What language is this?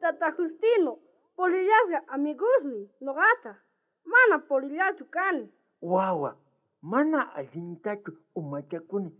South Bolivian Quechua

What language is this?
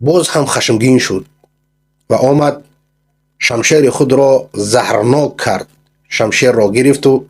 Persian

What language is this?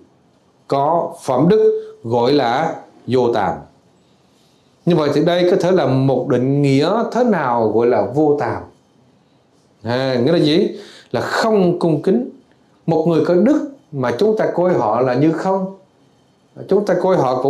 Vietnamese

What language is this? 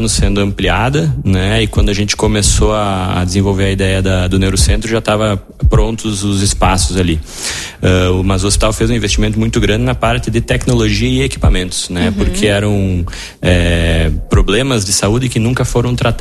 Portuguese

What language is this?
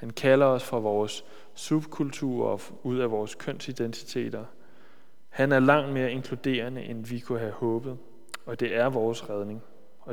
Danish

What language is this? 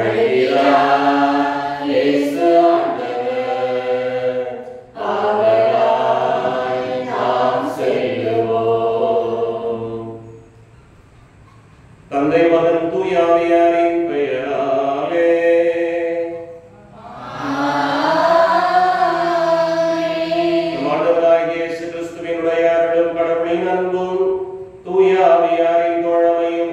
Tamil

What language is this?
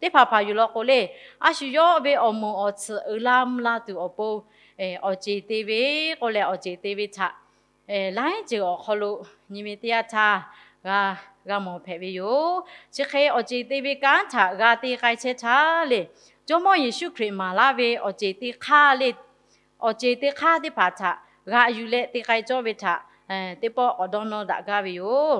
Lahu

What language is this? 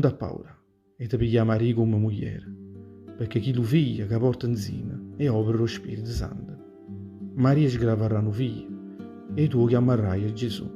Neapolitan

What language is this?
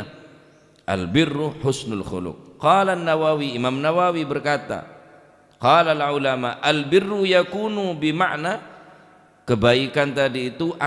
Madurese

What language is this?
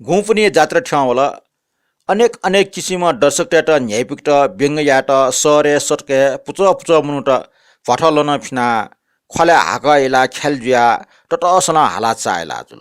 Newari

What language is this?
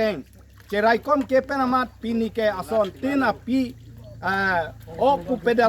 Karbi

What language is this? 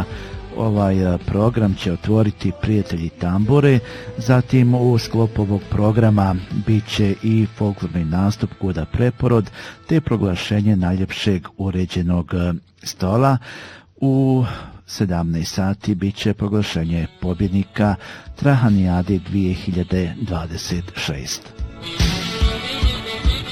Bosnian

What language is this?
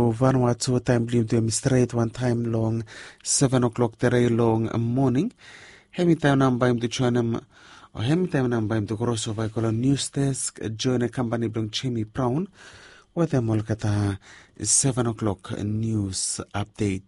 Bislama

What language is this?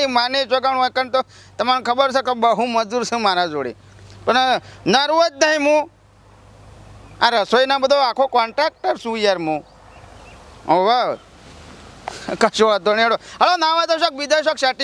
Gujarati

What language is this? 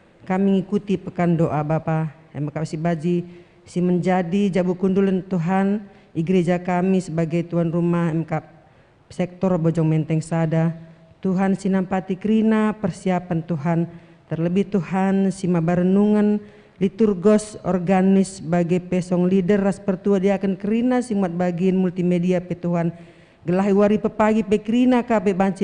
Batak Karo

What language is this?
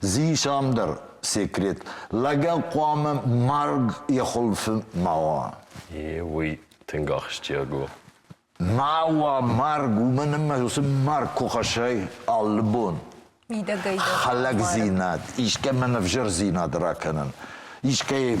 Ossetic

